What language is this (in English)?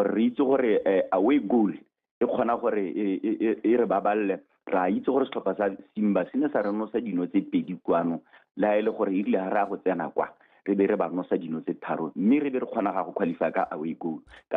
Tswana